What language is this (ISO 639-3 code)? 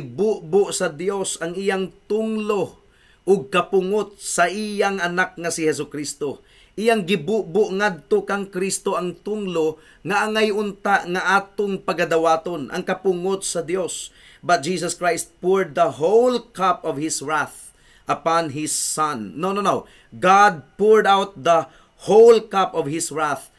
ceb